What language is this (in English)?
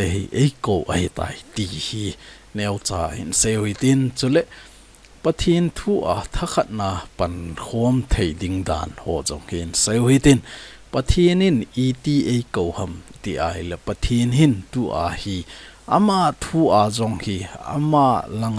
Thado Chin